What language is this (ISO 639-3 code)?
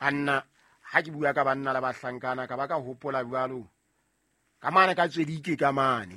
sot